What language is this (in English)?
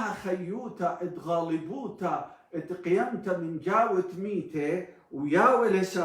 Assyrian Neo-Aramaic